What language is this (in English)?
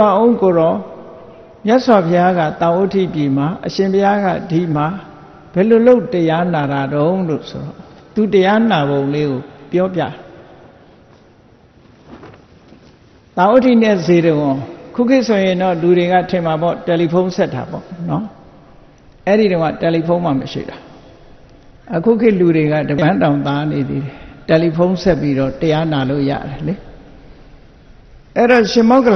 Burmese